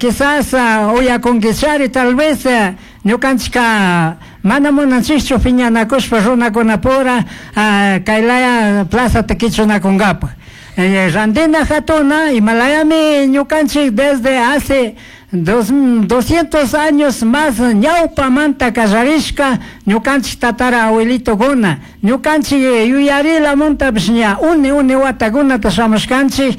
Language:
Chimborazo Highland Quichua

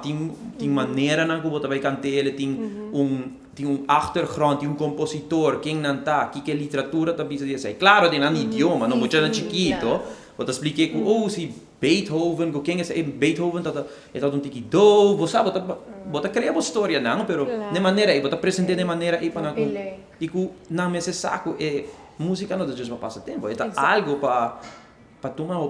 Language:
Papiamento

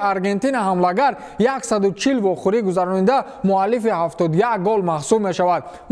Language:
Tajik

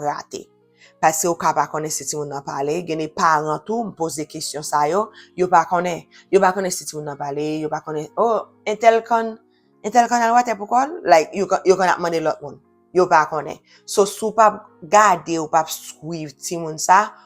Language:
Haitian Creole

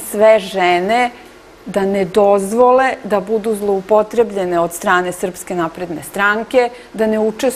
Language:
Serbian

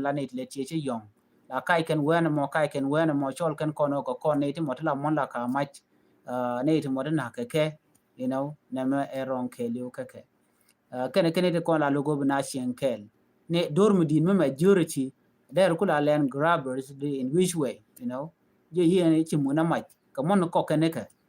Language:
Nuer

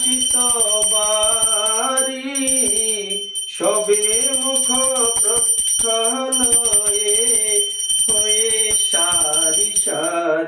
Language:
Bangla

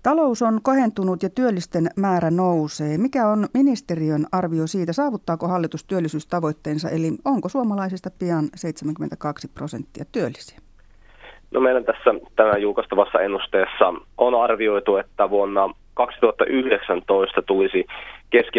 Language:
Finnish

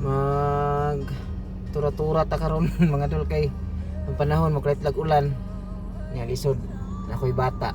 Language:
Cebuano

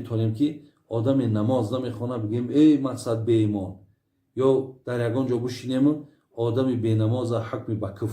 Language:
Tajik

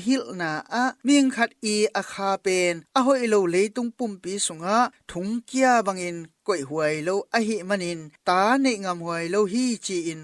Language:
Tedim Chin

